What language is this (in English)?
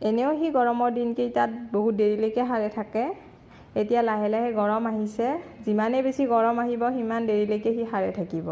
Assamese